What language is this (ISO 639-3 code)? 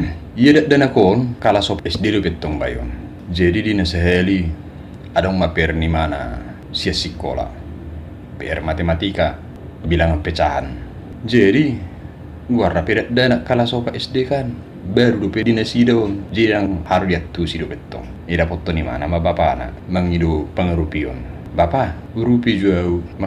bbc